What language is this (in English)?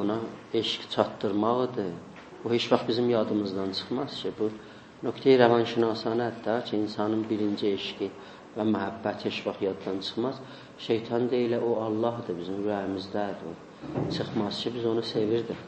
South Azerbaijani